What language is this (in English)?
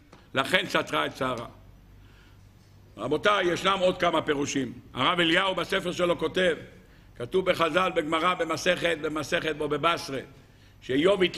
Hebrew